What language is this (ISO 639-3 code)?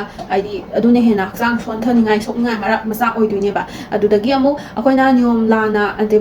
mni